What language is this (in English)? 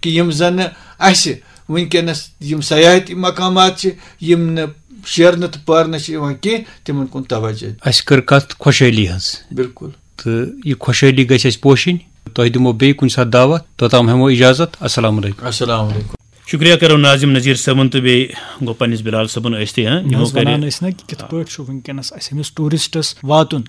Kashmiri